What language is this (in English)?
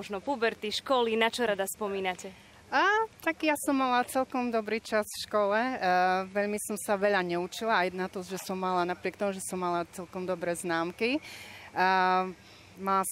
Slovak